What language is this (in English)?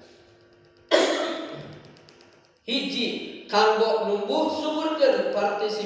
Sundanese